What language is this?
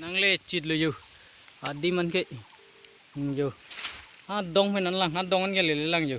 Karbi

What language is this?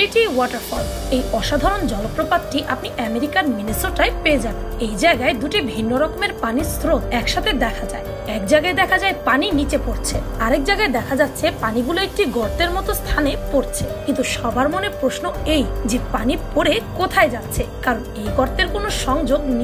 Bangla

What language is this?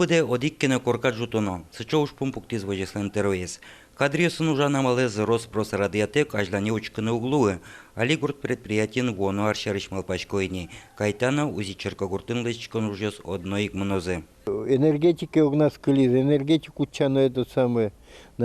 Udmurt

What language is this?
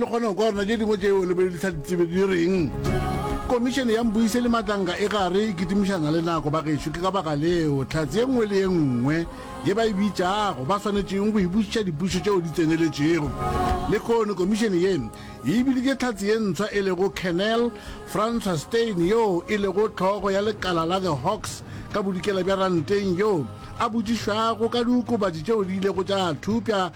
Northern Sotho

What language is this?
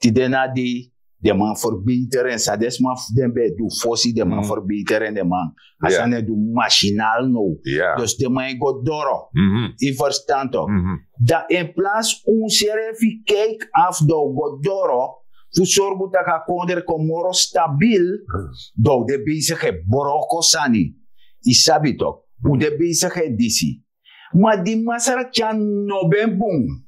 Sranan Tongo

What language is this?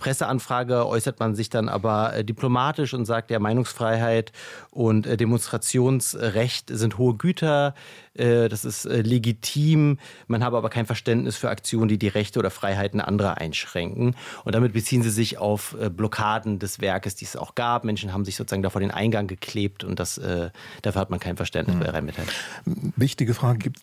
German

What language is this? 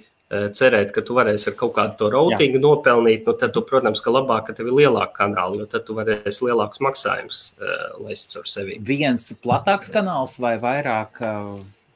Latvian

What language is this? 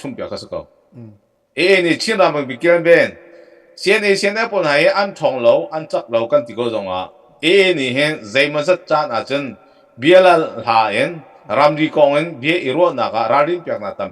Hakha Chin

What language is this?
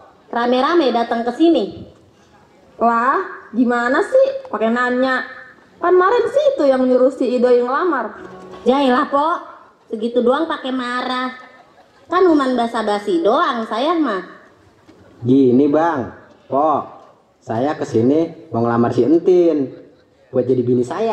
Betawi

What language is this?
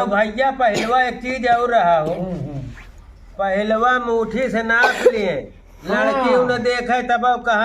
Awadhi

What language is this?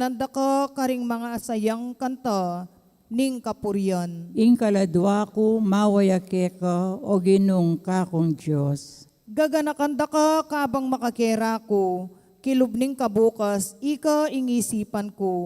Pampanga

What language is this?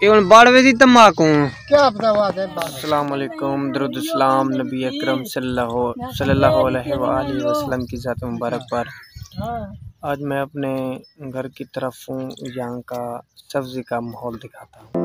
Saraiki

